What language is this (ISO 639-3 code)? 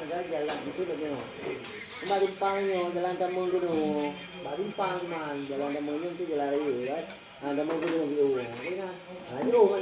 ace